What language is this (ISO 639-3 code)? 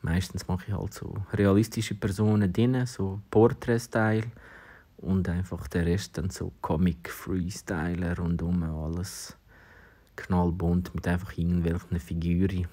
gsw